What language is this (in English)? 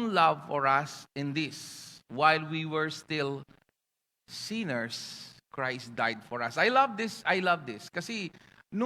Pampanga